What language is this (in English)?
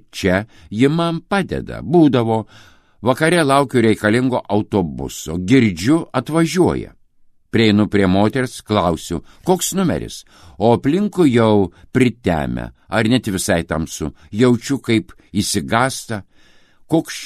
Lithuanian